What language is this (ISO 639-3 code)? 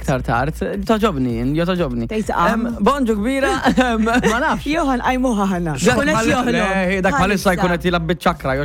mlt